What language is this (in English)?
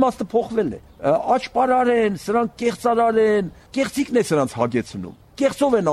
Armenian